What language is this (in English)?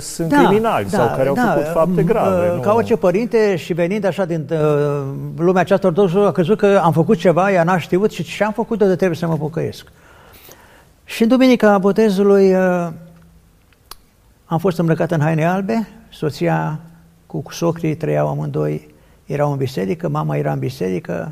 Romanian